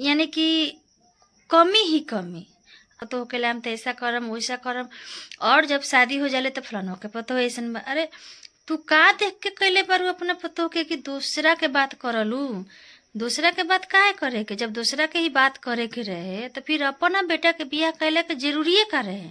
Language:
Bhojpuri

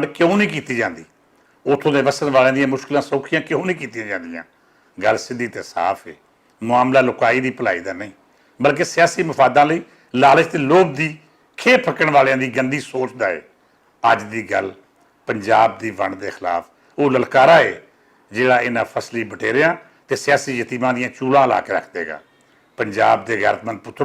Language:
Western Panjabi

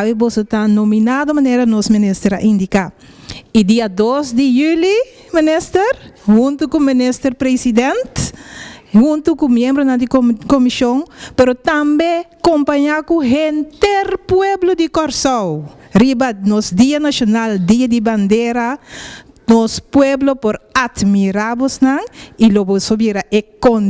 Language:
Papiamento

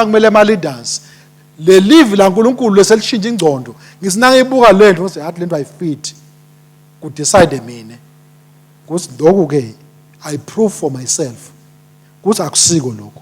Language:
Swati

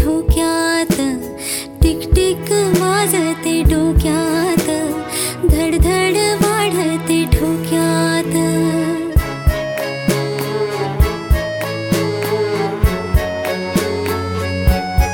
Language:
Marathi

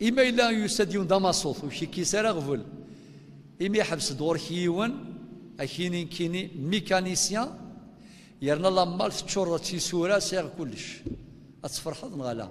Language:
Kabyle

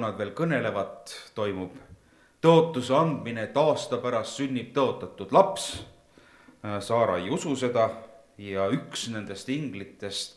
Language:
Estonian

